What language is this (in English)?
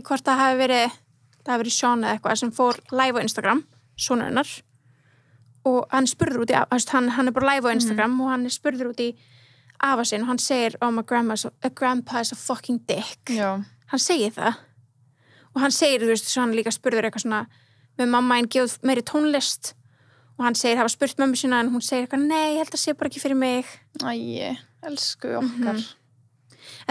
Icelandic